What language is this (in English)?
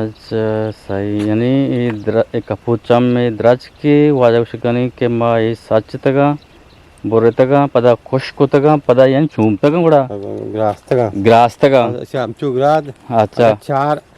Eastern Balochi